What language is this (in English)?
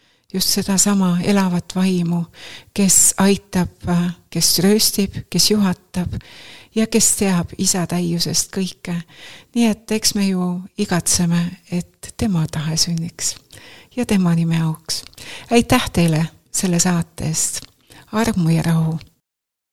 Estonian